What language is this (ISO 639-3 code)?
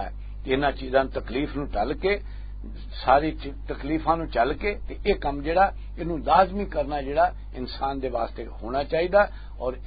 lah